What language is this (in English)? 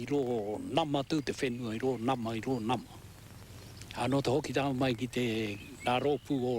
Māori